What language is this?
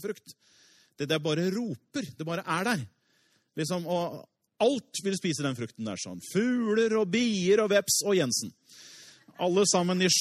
Norwegian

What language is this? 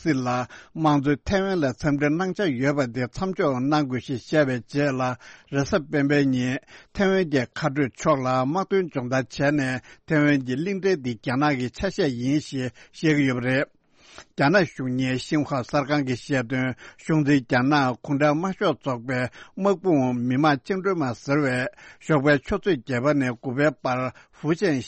Tibetan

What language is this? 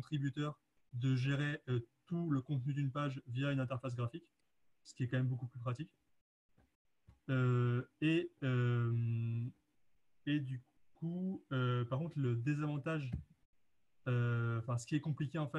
French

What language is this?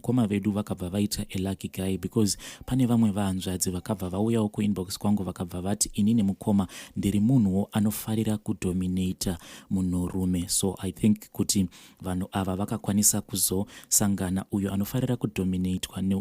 Shona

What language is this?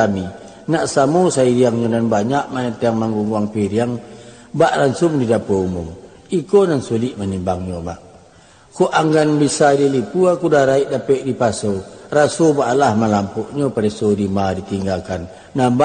Minangkabau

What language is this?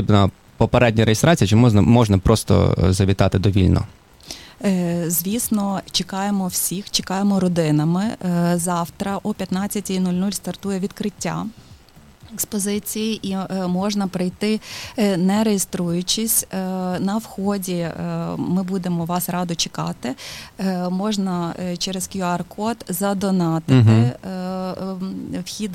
Ukrainian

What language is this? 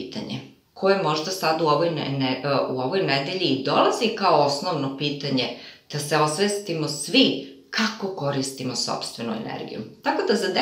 Serbian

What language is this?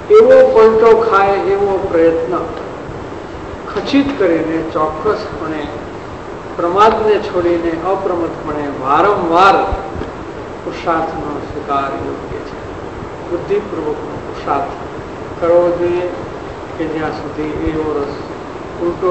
Gujarati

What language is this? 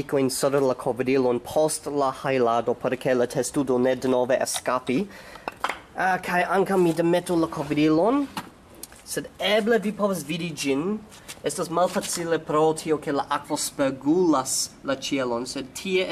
Esperanto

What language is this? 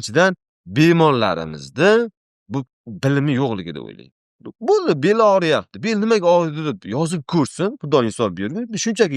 Uzbek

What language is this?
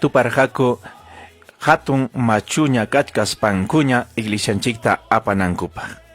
Ayacucho Quechua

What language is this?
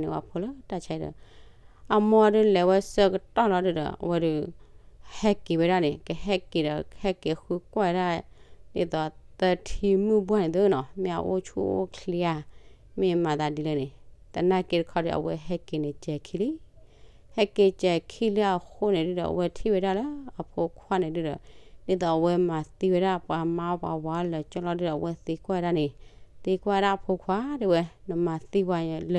S'gaw Karen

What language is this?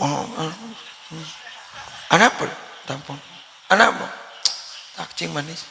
Madurese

